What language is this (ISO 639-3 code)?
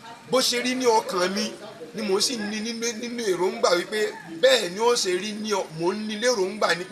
yor